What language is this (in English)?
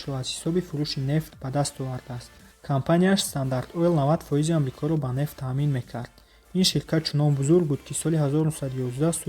Tajik